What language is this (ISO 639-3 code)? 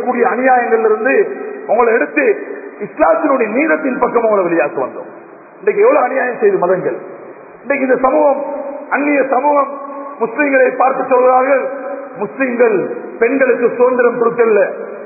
tam